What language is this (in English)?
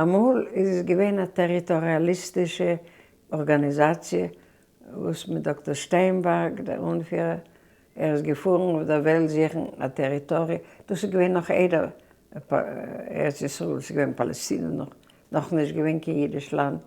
Yiddish